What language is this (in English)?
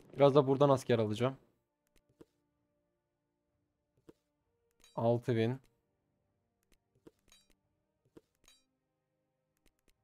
Turkish